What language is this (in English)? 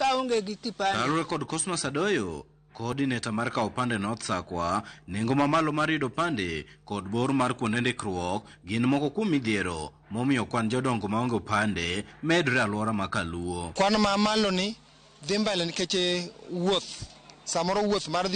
Luo (Kenya and Tanzania)